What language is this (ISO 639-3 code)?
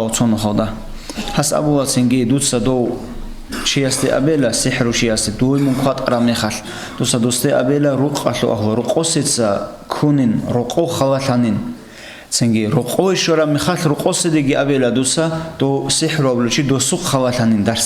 ava